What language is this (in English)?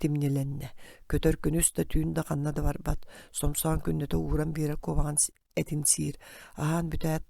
Yakut